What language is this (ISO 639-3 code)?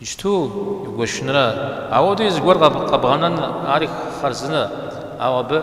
kbd